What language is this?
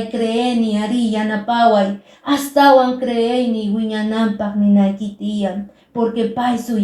Quechua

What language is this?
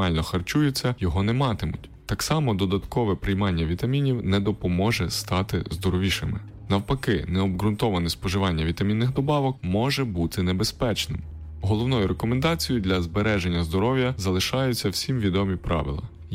Ukrainian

